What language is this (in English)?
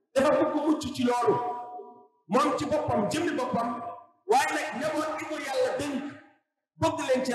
Wolof